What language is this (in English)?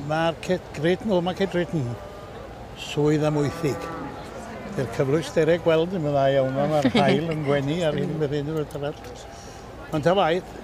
Welsh